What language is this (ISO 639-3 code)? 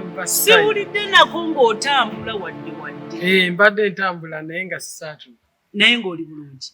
lug